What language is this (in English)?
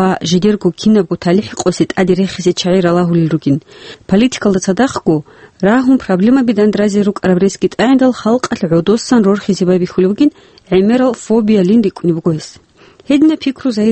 Avaric